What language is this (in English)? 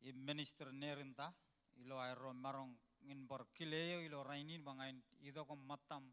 Marshallese